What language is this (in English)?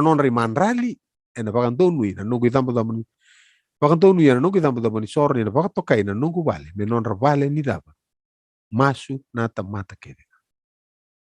Fijian